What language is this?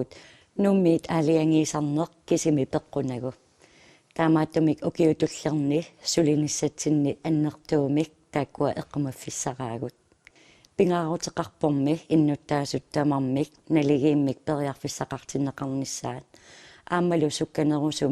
Kalaallisut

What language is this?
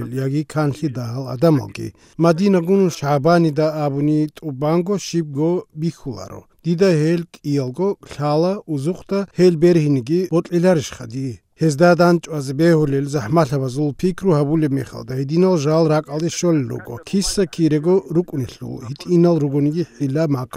Avaric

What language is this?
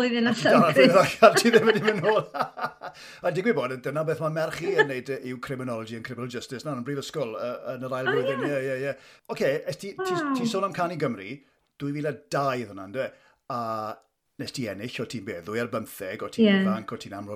Welsh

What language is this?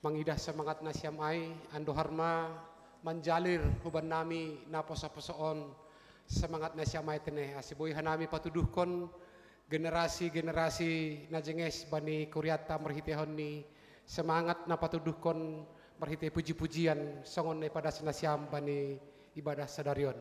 Batak Simalungun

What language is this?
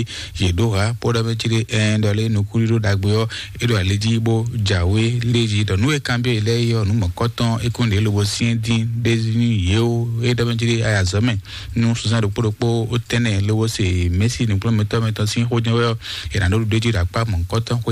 Fon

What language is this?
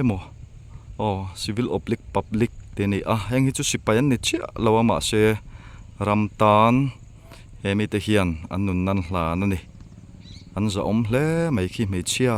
Mizo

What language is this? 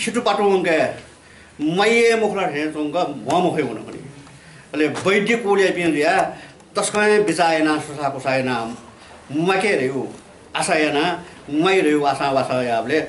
Newari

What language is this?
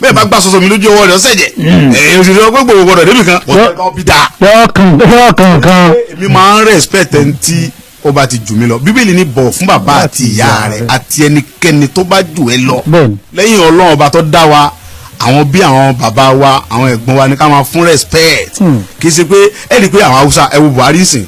Yoruba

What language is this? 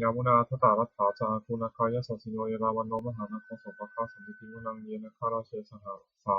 Pali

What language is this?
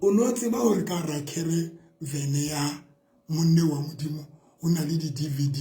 Southern Sotho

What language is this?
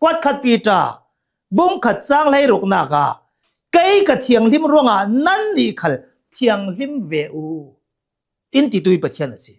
Hakha Chin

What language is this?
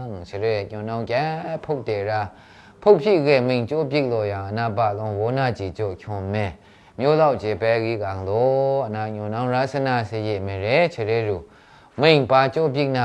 Maru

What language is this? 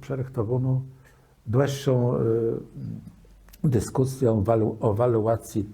Kashubian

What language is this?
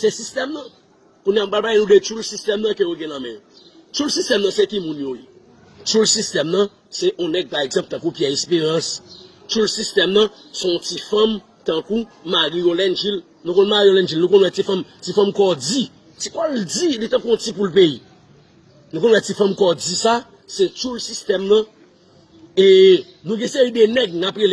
Haitian Creole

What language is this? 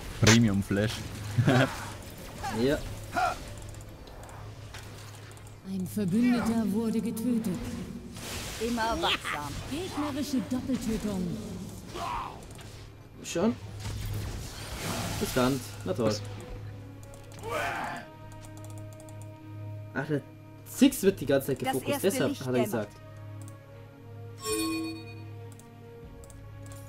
German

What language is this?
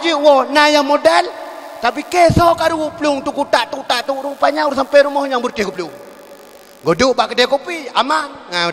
Achinese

